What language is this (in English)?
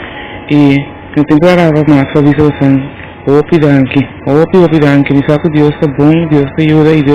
Papiamento